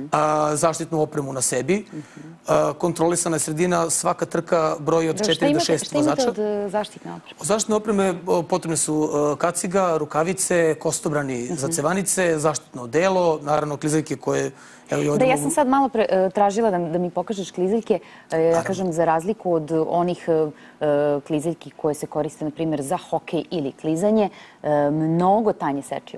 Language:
Serbian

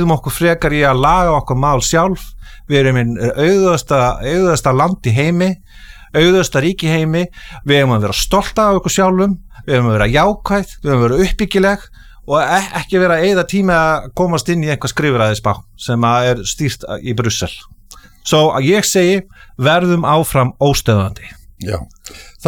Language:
Icelandic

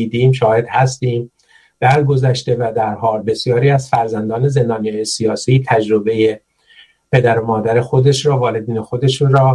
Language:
Persian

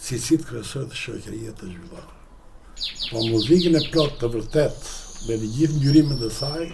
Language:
Albanian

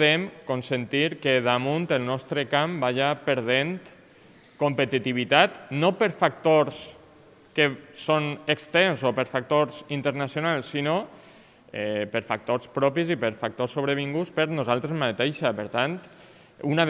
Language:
Catalan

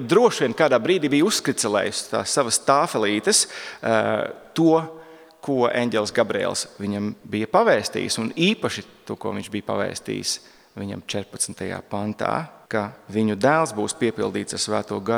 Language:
Latvian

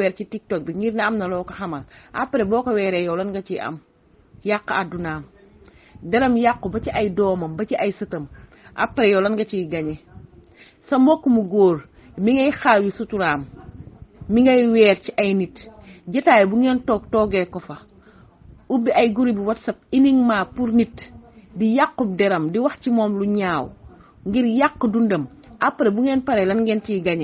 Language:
Wolof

